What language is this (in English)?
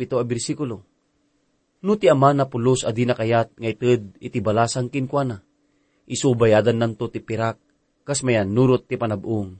Iloko